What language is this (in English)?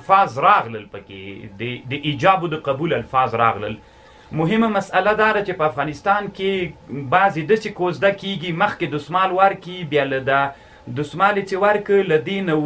Pashto